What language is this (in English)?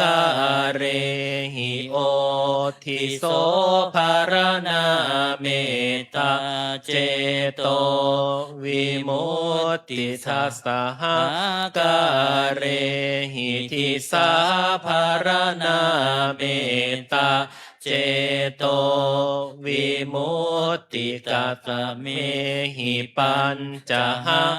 Pali